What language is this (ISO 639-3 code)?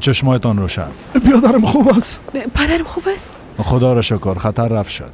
fas